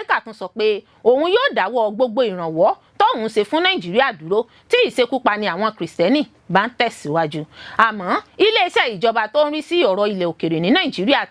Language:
Yoruba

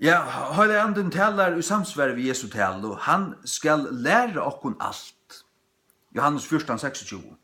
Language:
Faroese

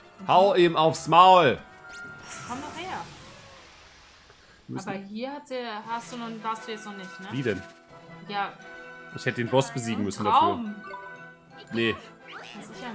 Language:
German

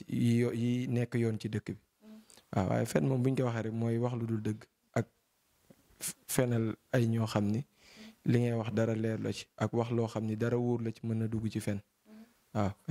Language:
Wolof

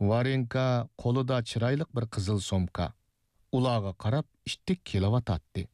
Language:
Uyghur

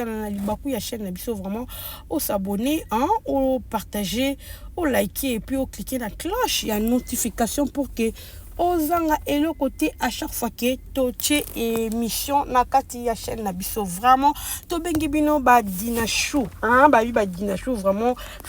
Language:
Lingala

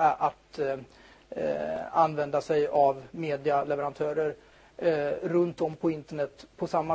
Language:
Swedish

